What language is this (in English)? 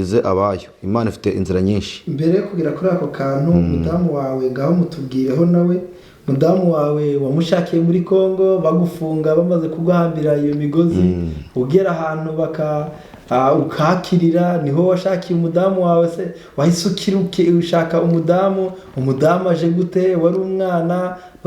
Kinyarwanda